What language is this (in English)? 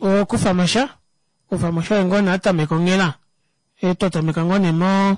Kuanyama